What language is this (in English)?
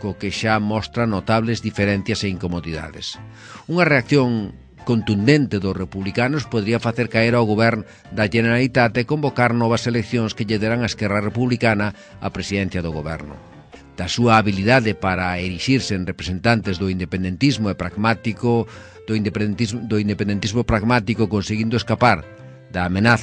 Galician